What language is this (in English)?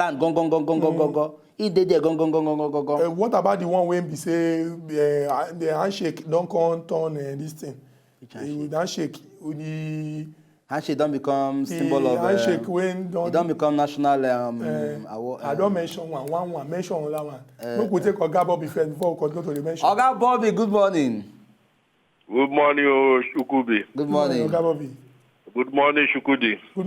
Nigerian Pidgin